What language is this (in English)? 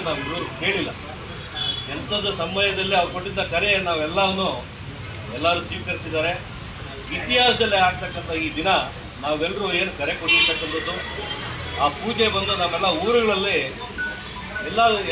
Kannada